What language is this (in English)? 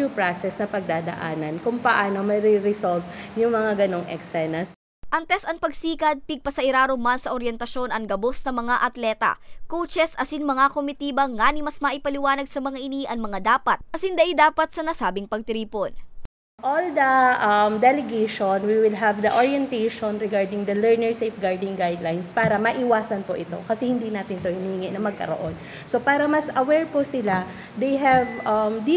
Bikol